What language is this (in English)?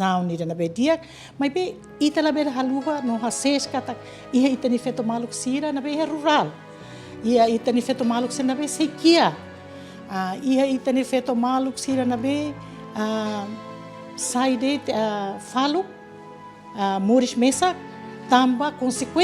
Tetum